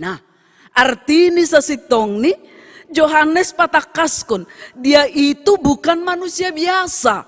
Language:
Batak Simalungun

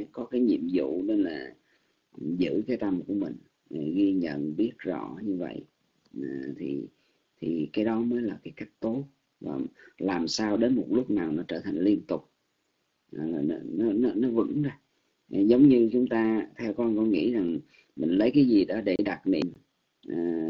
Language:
Vietnamese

